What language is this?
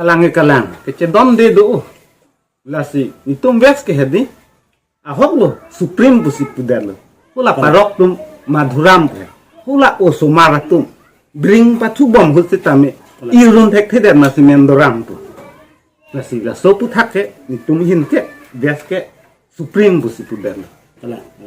Karbi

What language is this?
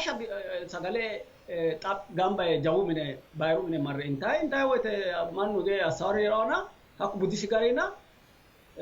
Sidamo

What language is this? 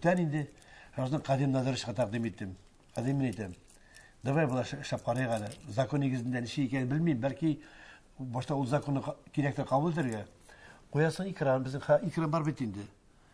Tatar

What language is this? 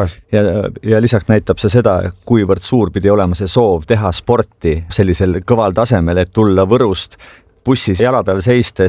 Estonian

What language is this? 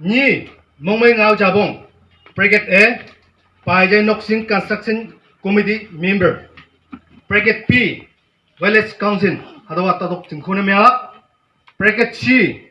Konyak Naga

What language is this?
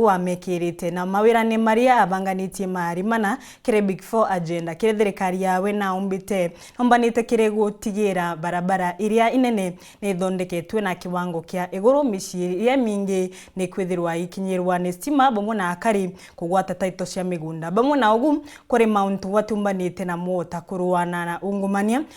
Meru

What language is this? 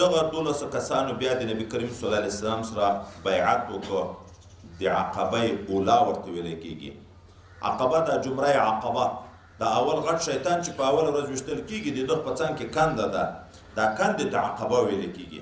Pashto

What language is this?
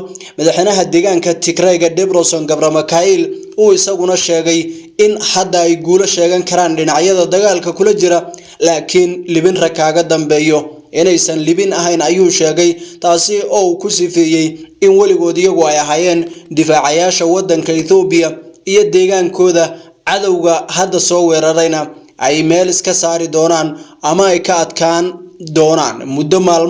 Somali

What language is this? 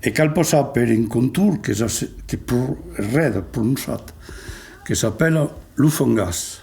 Occitan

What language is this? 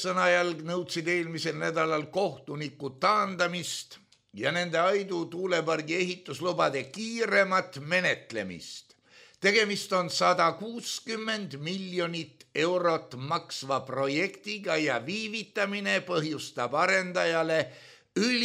Estonian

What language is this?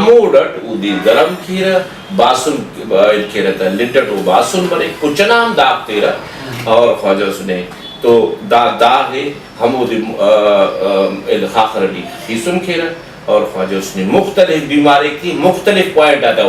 Brahui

